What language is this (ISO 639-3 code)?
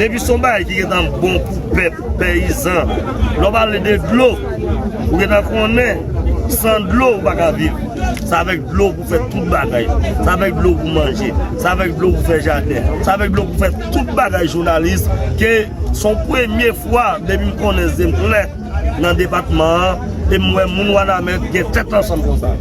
hat